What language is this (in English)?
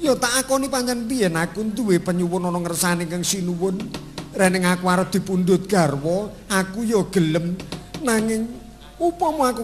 Javanese